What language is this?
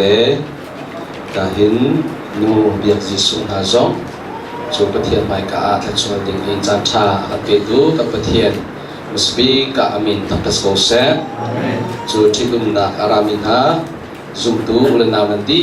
Hakha Chin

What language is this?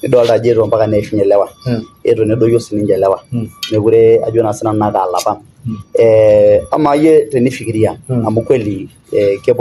Masai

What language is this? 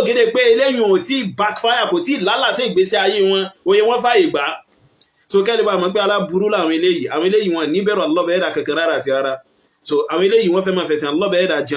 Yoruba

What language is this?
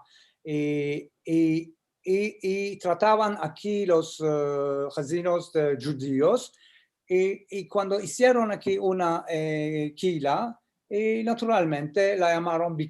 Ladino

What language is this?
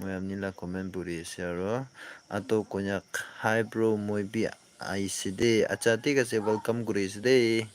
Naga Pidgin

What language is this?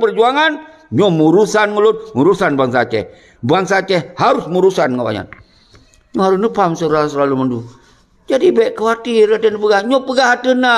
Achinese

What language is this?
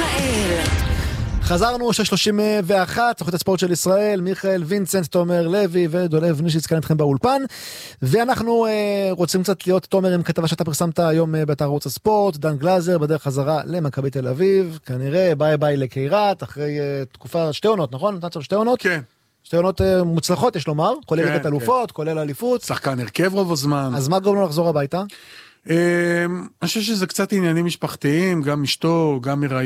Hebrew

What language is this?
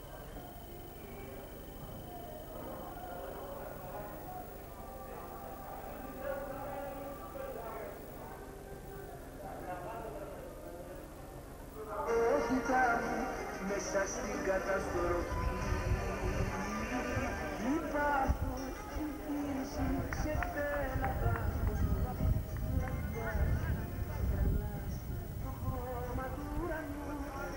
Greek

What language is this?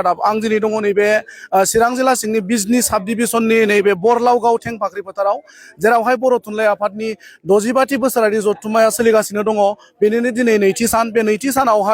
Bodo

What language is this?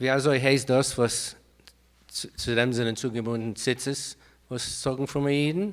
Yiddish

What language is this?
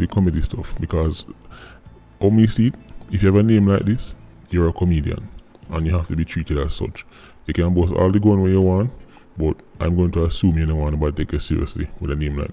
Jamaican Creole English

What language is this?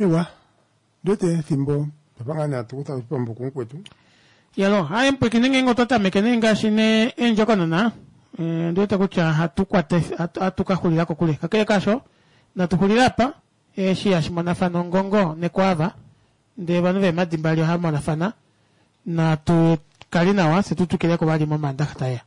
Kuanyama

